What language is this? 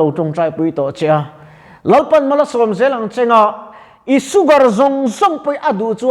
Mizo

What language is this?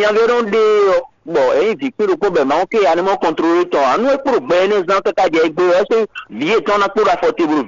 Fon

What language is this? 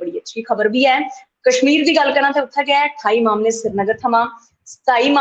Dogri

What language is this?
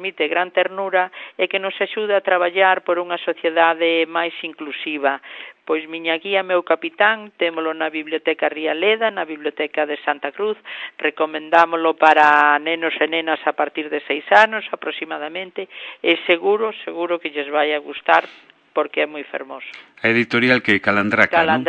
Galician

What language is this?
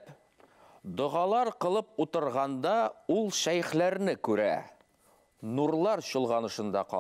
Bashkir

